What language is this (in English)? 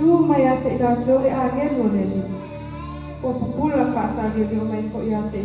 Samoan